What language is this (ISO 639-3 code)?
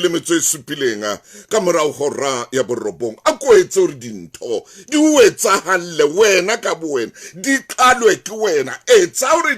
sot